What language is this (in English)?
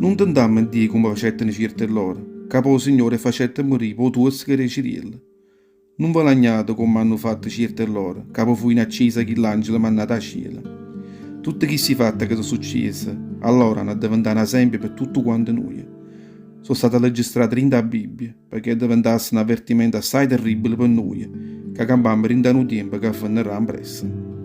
Neapolitan